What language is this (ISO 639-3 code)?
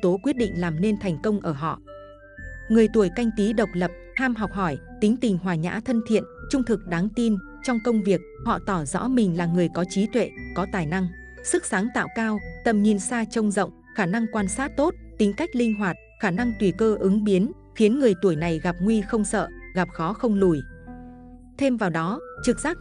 vie